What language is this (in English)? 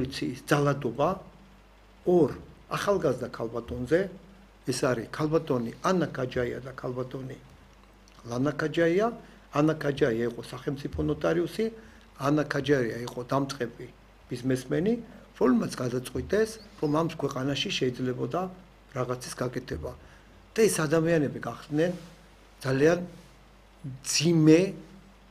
Georgian